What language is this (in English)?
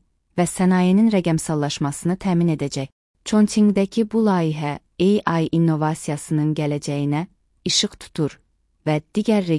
Azerbaijani